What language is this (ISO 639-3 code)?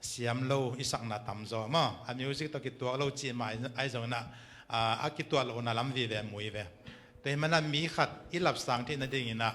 ctd